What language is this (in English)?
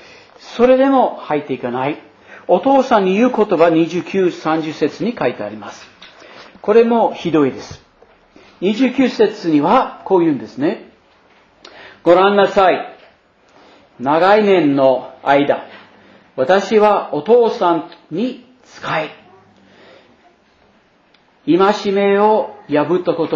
Japanese